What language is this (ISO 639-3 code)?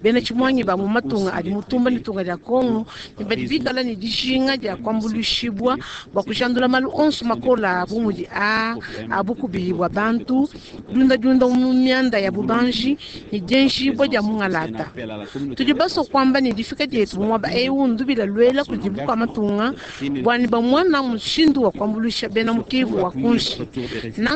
lua